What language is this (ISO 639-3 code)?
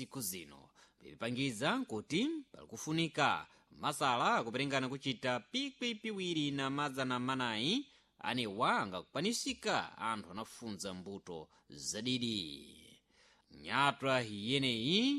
seh